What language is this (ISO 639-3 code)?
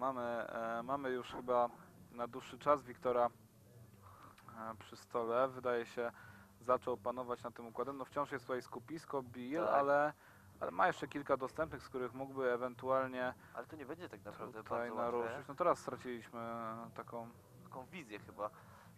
pol